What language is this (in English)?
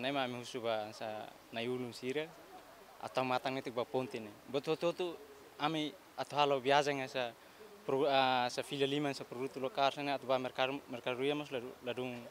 Tetum